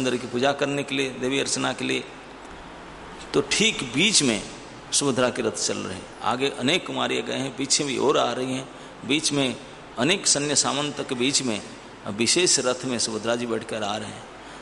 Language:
Hindi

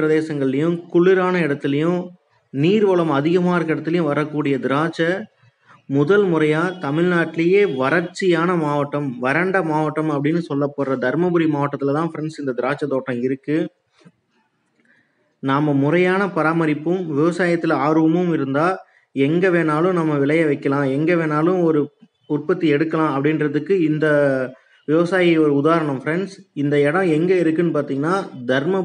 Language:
Tamil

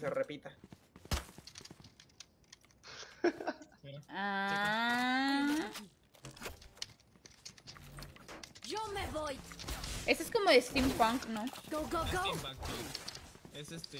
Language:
Spanish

